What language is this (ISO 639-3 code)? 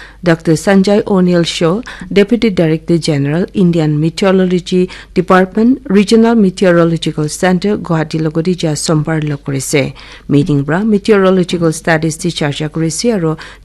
nag